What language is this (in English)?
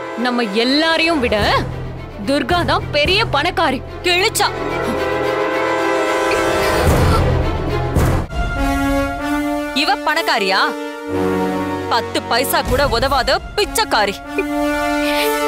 Tamil